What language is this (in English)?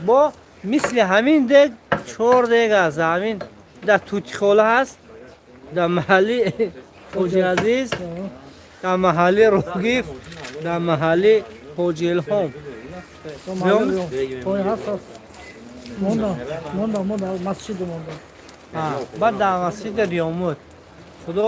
Tajik